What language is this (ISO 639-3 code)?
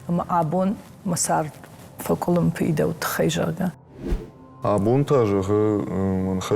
oss